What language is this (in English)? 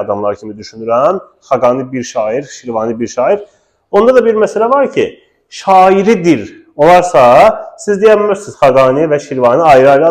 Azerbaijani